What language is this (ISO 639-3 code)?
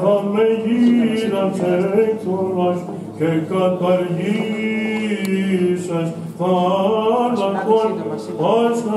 ell